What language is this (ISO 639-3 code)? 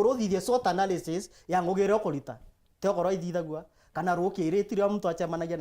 mer